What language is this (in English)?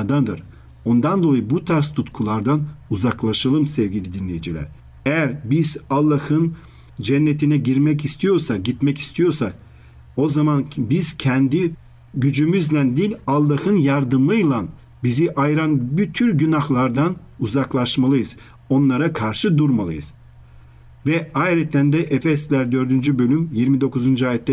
Turkish